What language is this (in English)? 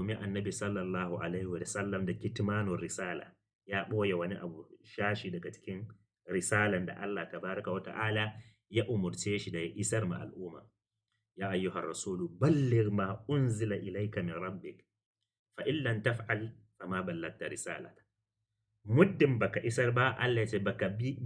Hausa